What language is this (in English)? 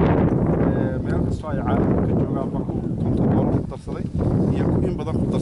Somali